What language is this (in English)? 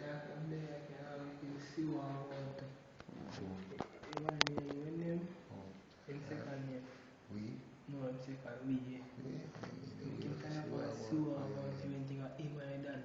Jamaican Creole English